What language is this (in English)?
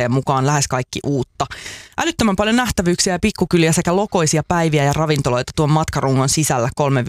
Finnish